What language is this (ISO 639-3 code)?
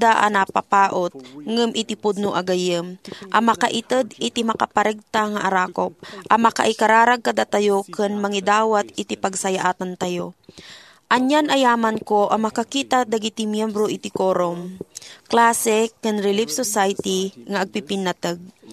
ilo